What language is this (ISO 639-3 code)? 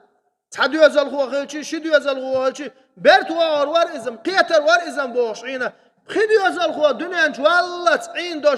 che